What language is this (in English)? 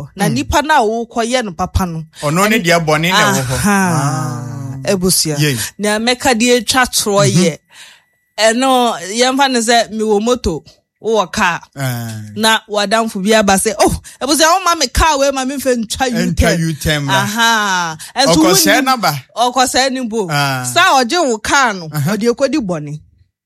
Akan